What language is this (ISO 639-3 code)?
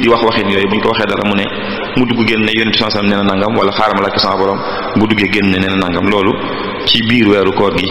wol